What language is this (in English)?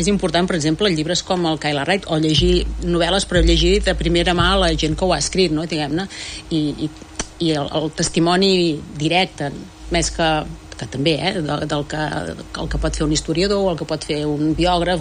Catalan